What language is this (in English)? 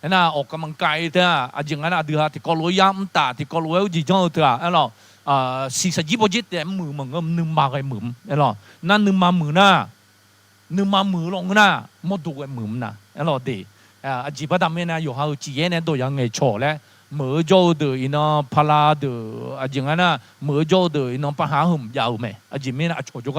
Akha